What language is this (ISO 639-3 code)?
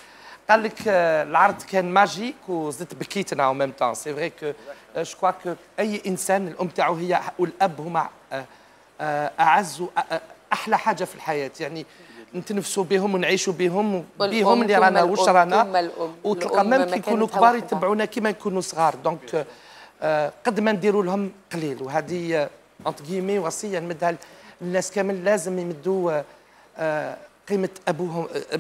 arq